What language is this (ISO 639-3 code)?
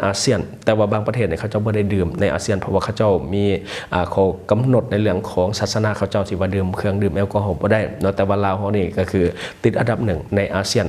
lao